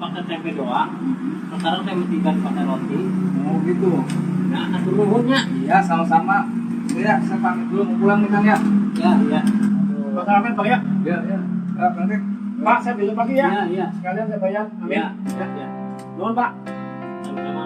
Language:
Betawi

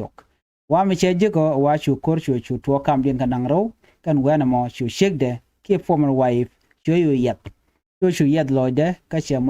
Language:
Nuer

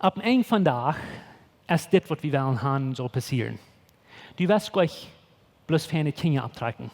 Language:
Plautdietsch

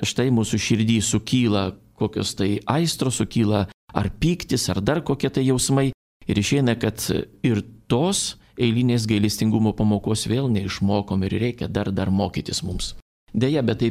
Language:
Lithuanian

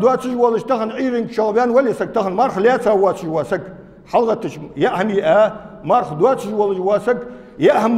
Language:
Ingush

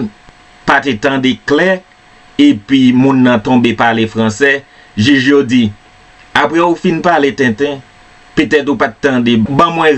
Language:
Haitian Creole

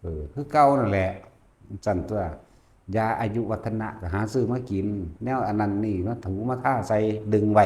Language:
Lao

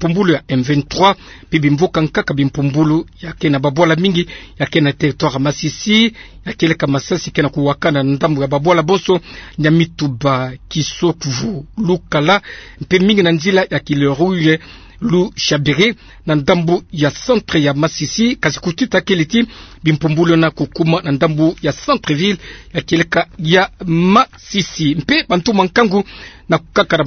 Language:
Kituba (Democratic Republic of Congo)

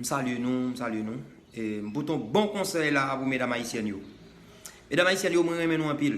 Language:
Haitian Creole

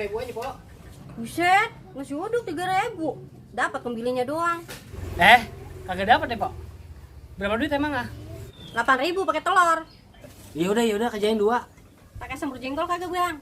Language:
Betawi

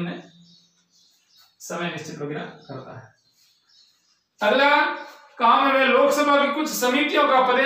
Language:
Hindi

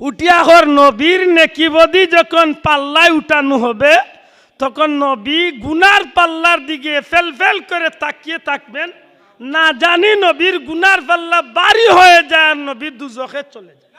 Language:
Sylheti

